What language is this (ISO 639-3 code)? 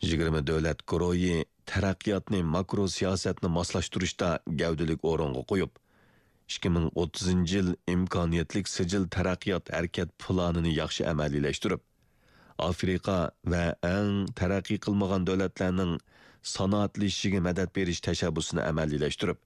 uig